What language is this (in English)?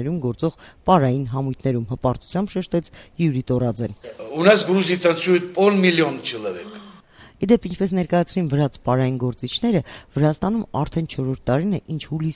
Armenian